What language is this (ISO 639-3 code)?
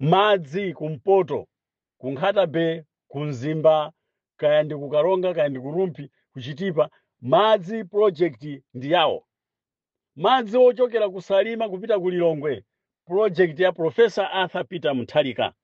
nya